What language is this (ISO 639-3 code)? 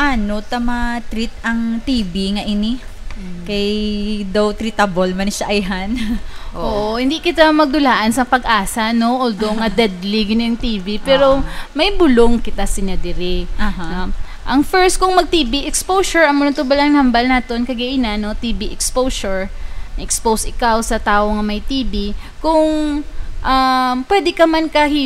hil